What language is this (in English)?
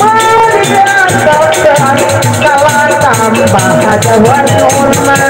Betawi